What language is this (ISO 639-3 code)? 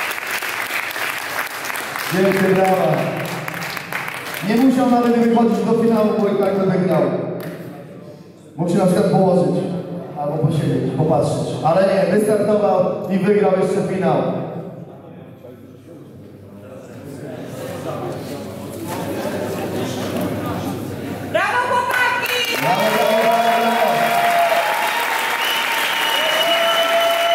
pol